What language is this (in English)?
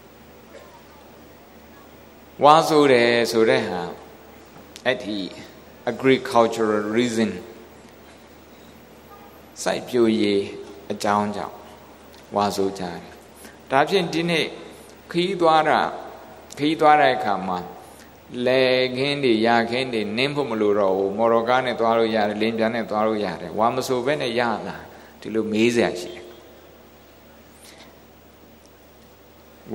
Burmese